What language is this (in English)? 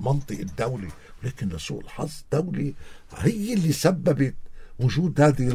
North Levantine Arabic